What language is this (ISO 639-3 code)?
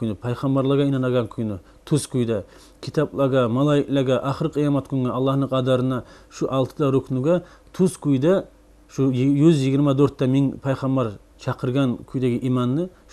kum